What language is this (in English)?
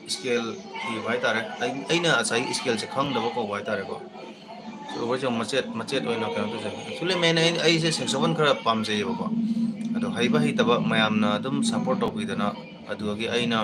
Manipuri